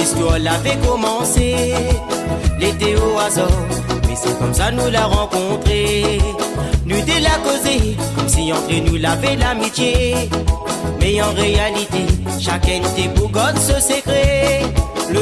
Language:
Réunion Creole French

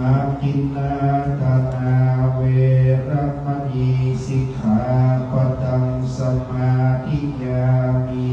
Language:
Pali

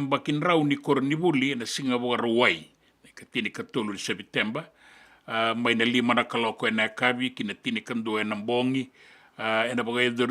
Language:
Fijian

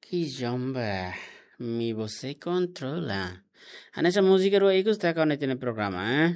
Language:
Tetum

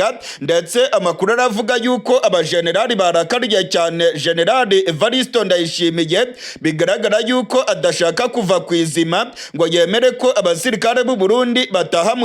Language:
Rundi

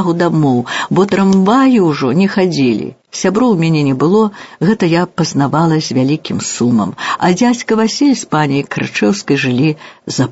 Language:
Belarusian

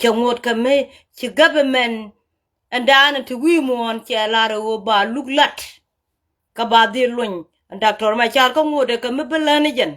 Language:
Nuer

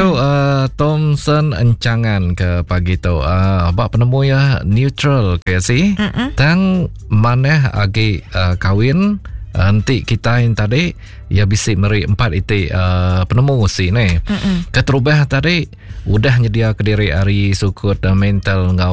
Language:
Iban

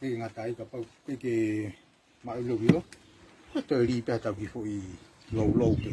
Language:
Tongan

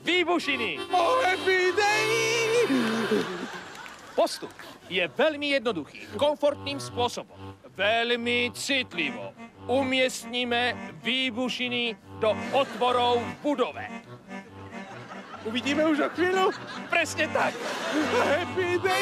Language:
Slovak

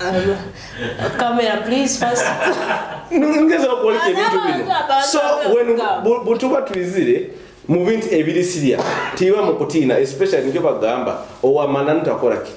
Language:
Nyoro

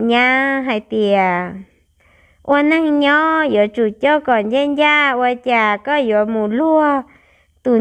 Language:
Hmong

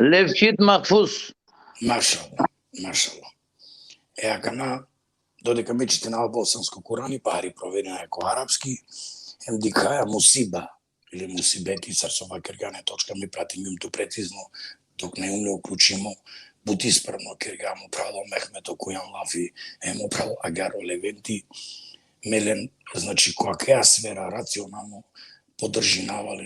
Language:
Balkan Romani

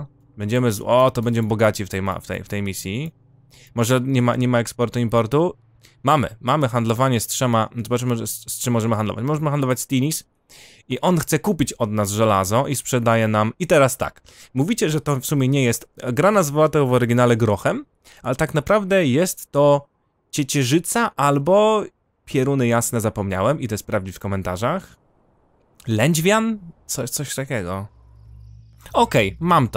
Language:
Polish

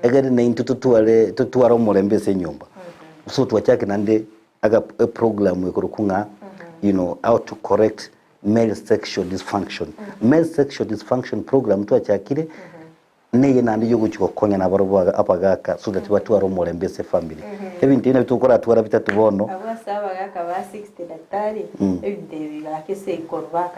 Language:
Gusii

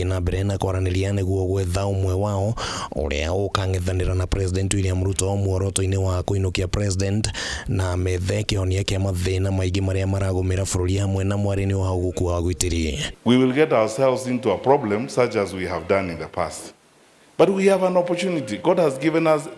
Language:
Kikuyu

